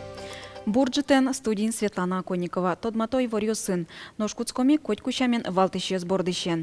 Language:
Udmurt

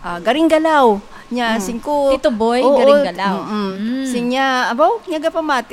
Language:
Hiligaynon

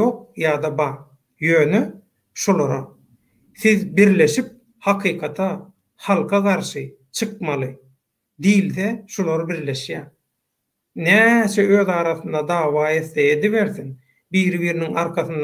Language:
Turkmen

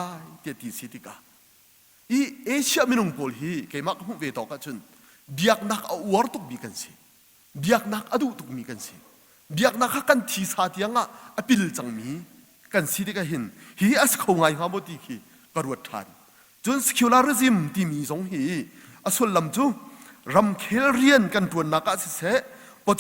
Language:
Hakha Chin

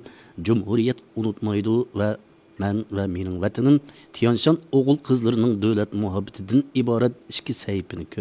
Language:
Uyghur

